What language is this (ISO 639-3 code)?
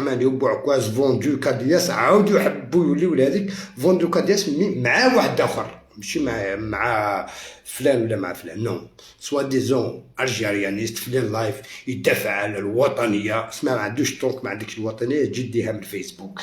arq